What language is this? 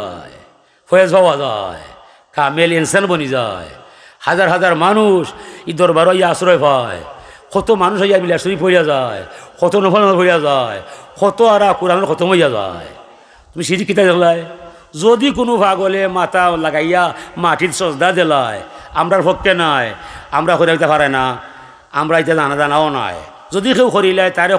Sylheti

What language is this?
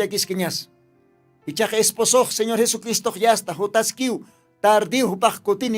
Aymara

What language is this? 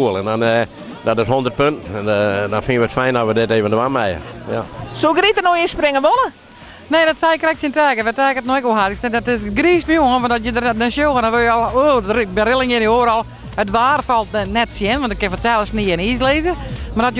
Western Frisian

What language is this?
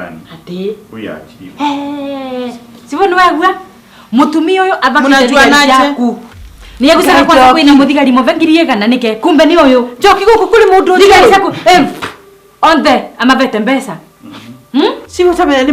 Kikuyu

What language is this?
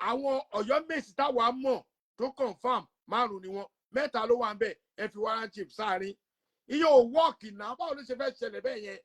Yoruba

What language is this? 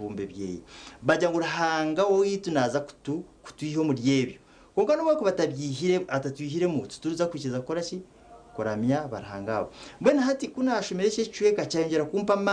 Nyankole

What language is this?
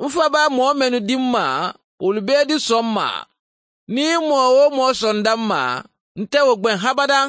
Mandingo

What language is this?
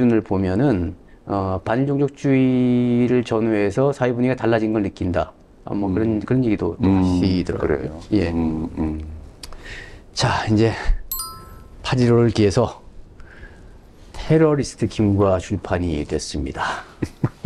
Korean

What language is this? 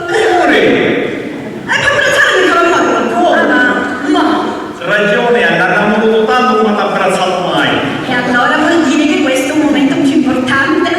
Sicilian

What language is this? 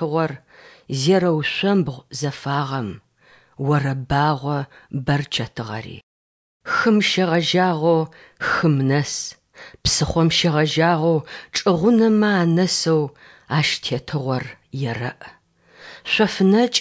Adyghe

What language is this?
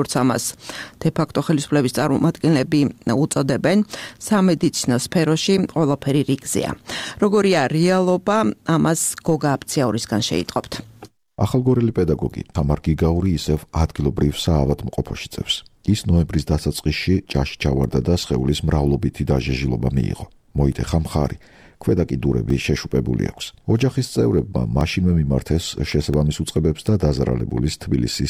Georgian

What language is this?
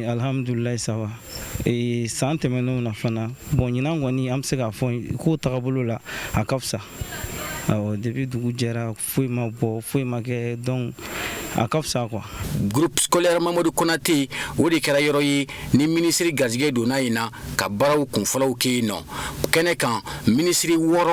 Bambara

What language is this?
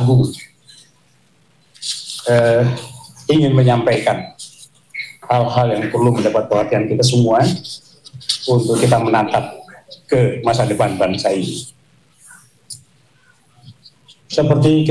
Indonesian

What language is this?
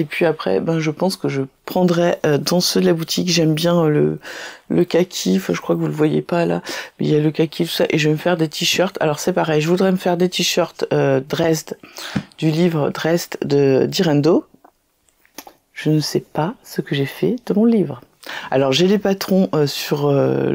French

